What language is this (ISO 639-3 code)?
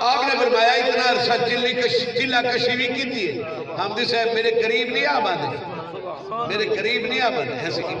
skr